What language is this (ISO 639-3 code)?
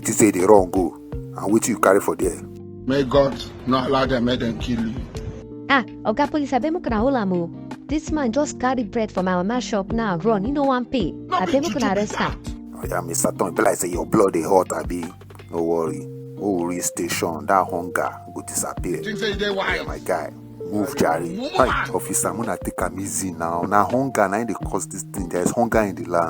pcm